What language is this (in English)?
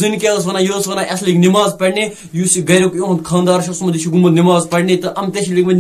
Kashmiri